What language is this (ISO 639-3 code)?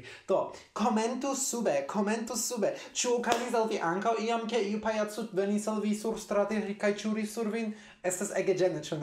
epo